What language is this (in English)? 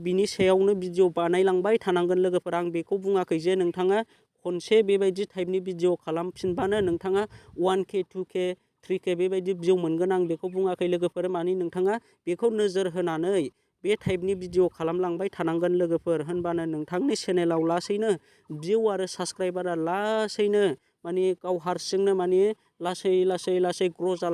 Bodo